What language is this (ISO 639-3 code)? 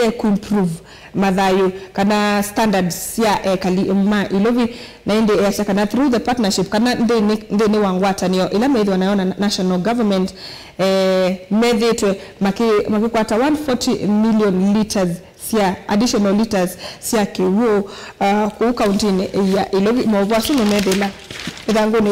kam